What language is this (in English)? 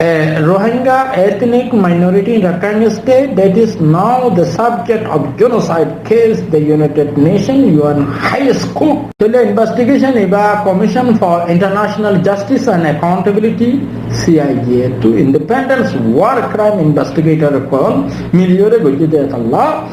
Rohingya